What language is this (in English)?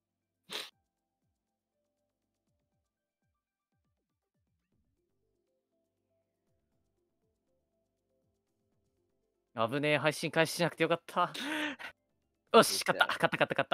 Japanese